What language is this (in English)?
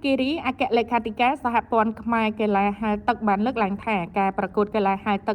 Khmer